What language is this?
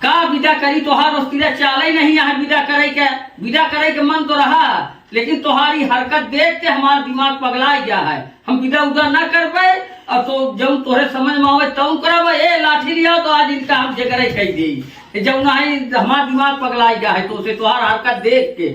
Awadhi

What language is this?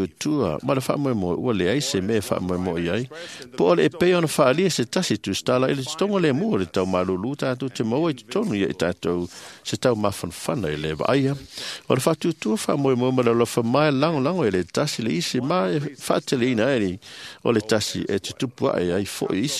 Samoan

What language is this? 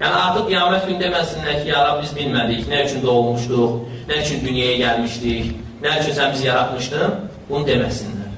Azerbaijani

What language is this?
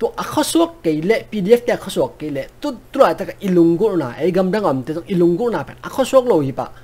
Tedim Chin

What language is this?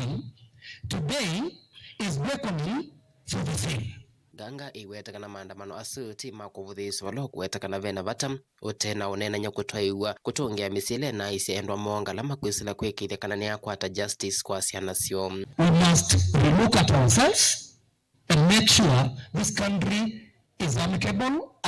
Kamba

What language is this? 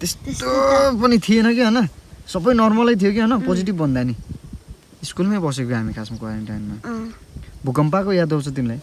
Nepali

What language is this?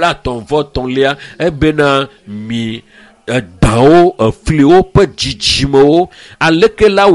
Ewe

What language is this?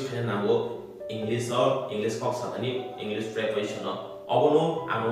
Kok Borok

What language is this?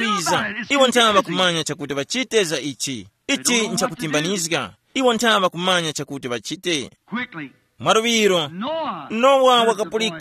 Tumbuka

